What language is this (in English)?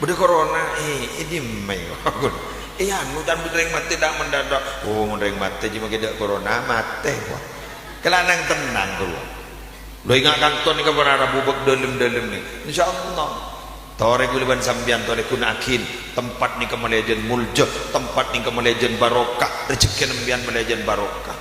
Madurese